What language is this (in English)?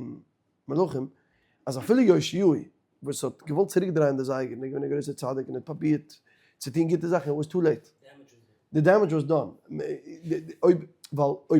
Yiddish